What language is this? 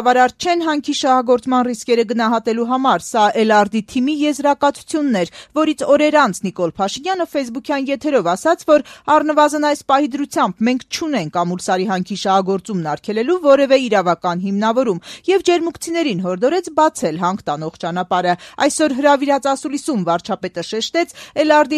Armenian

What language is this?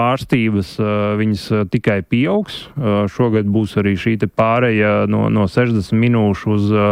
Latvian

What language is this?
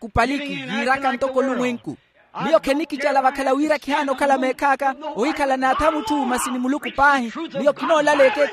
Makhuwa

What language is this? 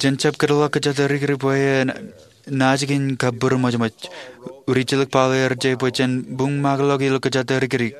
Marshallese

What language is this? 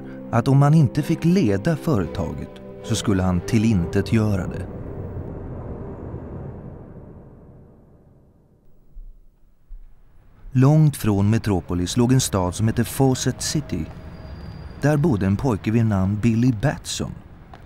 Swedish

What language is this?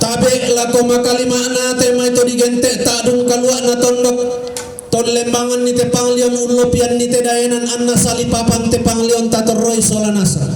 Toraja-Sa'dan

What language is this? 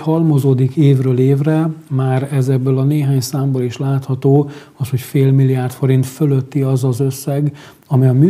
Hungarian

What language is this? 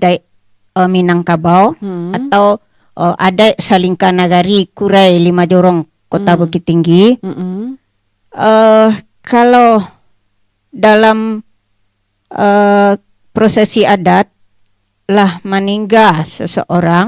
Minangkabau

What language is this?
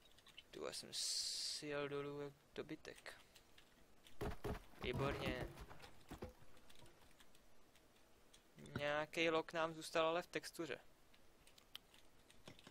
Czech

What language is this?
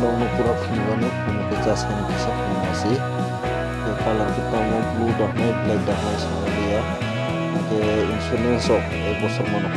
Kok Borok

